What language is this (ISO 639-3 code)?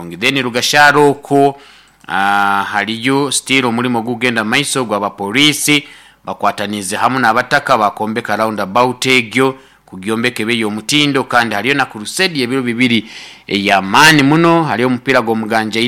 nyo